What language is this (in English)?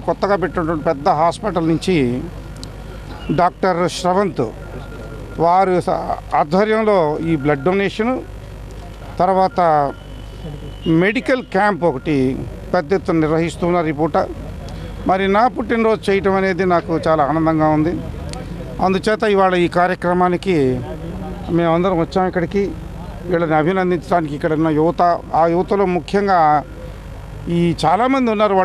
Telugu